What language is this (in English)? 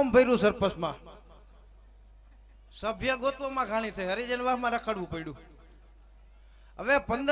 Gujarati